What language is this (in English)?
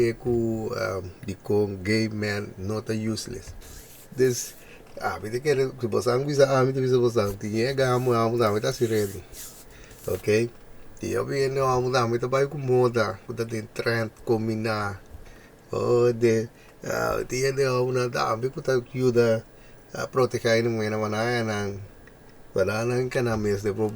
Papiamento